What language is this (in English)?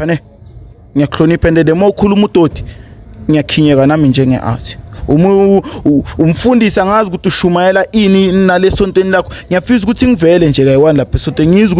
Zulu